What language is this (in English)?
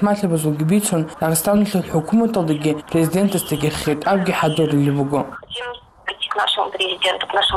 Avaric